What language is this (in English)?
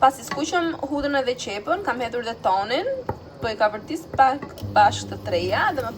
Albanian